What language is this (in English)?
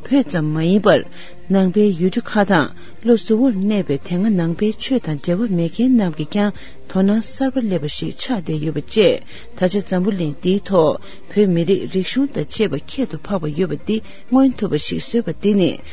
Tibetan